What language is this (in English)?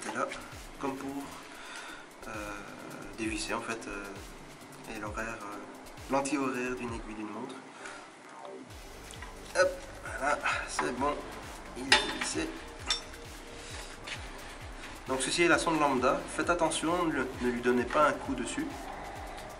French